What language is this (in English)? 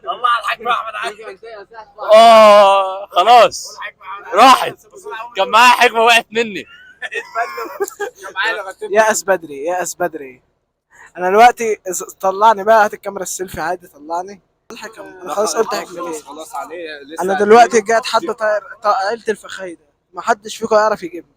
Egyptian Arabic